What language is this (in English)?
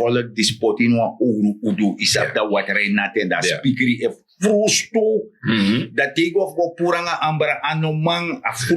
Sranan Tongo